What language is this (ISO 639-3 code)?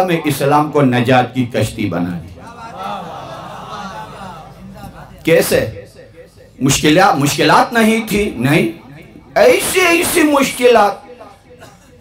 urd